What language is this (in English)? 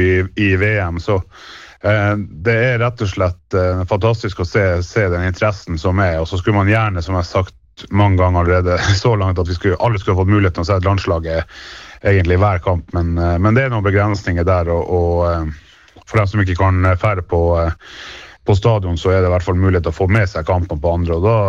Norwegian